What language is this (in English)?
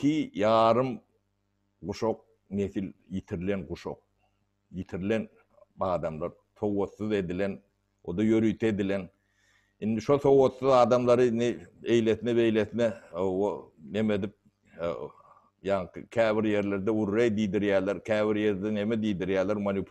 Turkmen